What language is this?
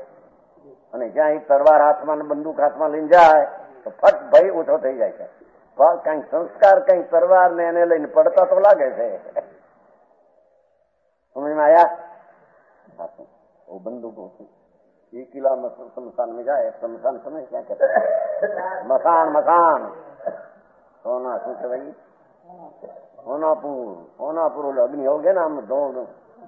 Gujarati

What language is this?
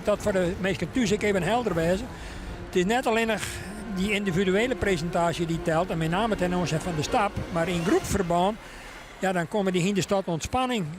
Western Frisian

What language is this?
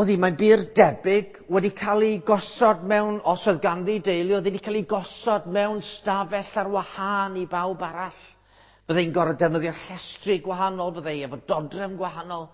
Welsh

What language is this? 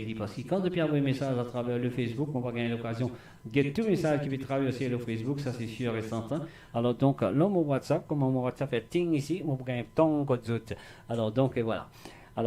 Morisyen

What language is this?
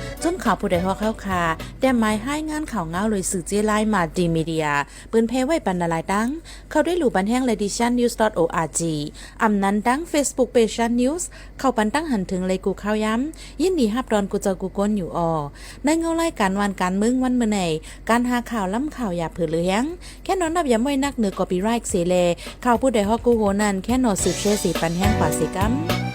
Shan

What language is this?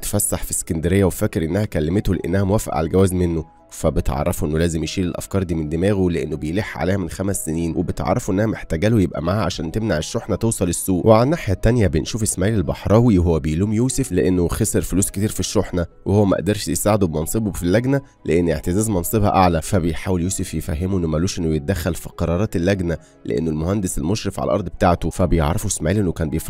Egyptian Arabic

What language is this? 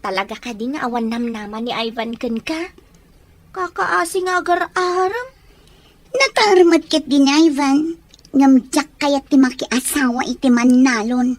Iloko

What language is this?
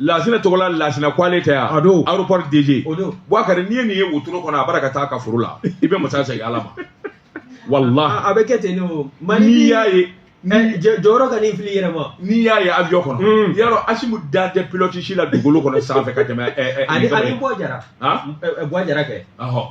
Bambara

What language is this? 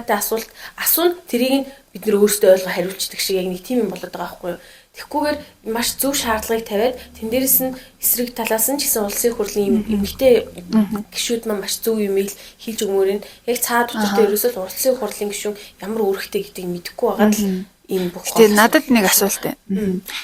Mongolian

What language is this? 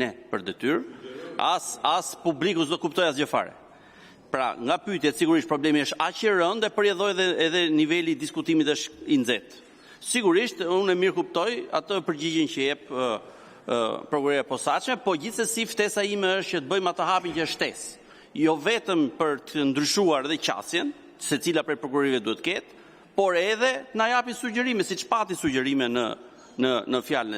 Albanian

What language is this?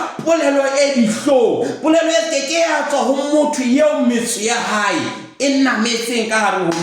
Southern Sotho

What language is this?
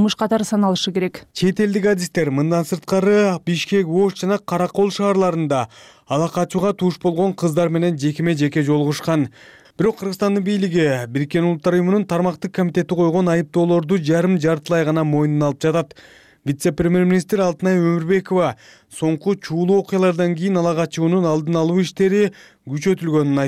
Kyrgyz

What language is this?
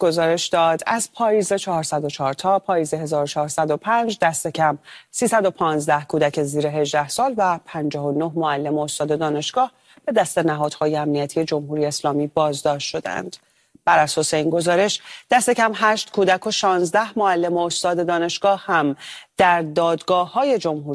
Persian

